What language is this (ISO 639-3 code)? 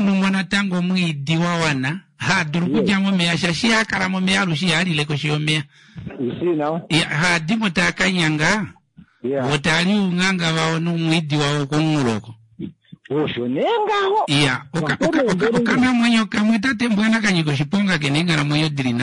kua